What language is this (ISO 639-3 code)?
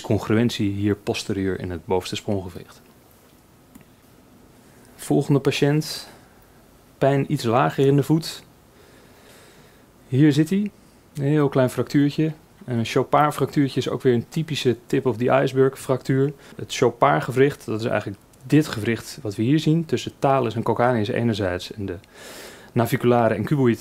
nld